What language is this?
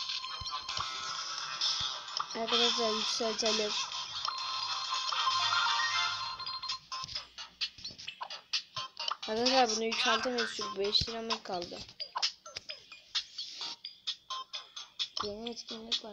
Turkish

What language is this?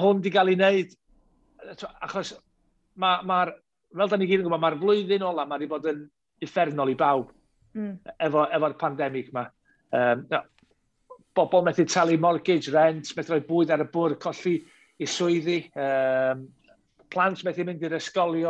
Welsh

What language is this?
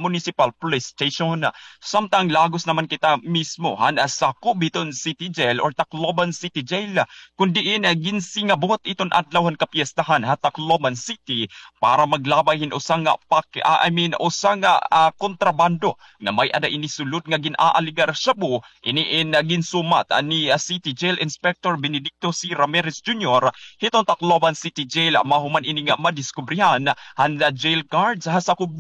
Waray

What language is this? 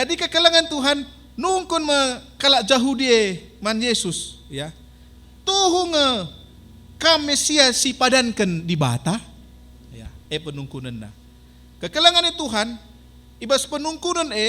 Batak Karo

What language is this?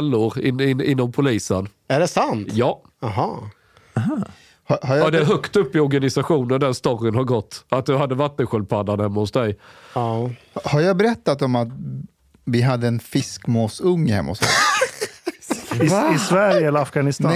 Swedish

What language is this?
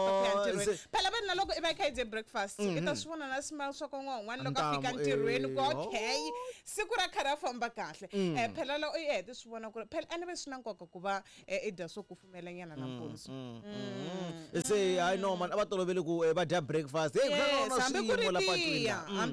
Tsonga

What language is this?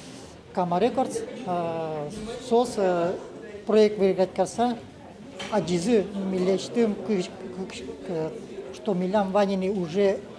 Udmurt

